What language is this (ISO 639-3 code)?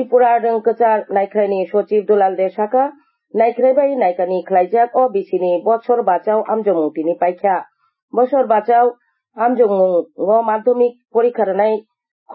trp